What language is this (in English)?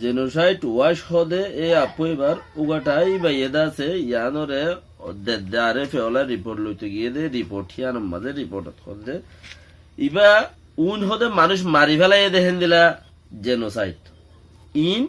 Rohingya